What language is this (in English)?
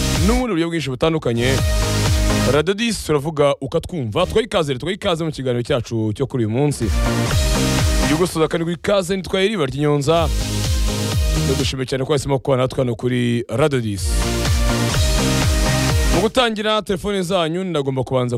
Kinyarwanda